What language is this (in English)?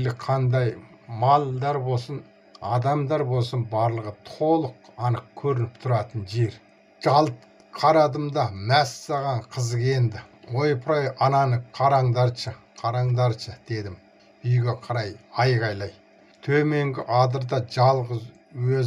Kazakh